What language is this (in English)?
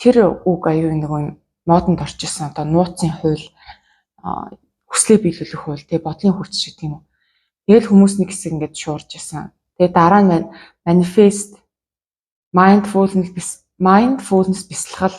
Mongolian